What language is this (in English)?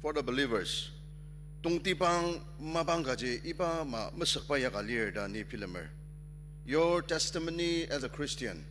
Ao Naga